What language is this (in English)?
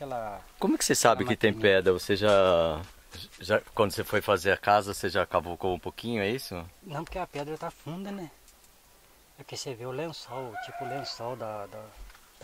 Portuguese